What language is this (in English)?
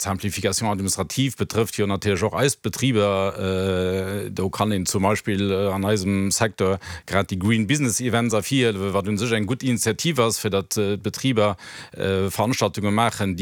Luxembourgish